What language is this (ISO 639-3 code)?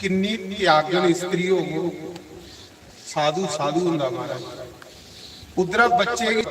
doi